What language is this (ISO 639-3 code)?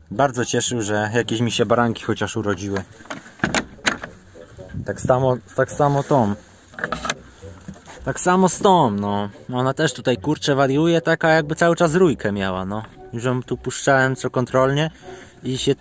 pol